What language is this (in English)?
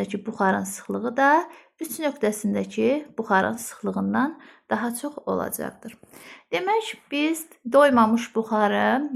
Azerbaijani